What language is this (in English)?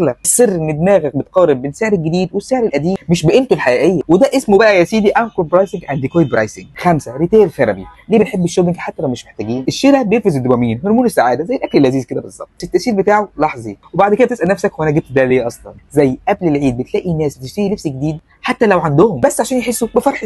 Egyptian Arabic